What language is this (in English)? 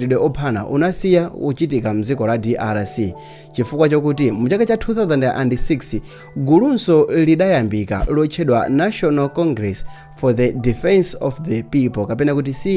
Nyanja